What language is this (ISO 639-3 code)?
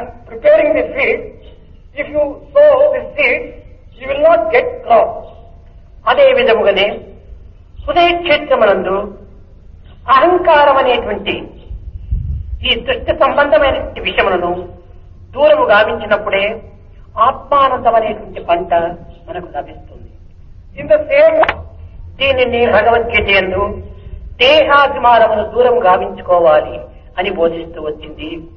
tel